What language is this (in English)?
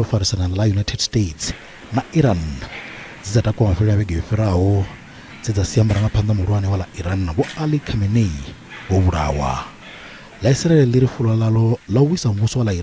Venda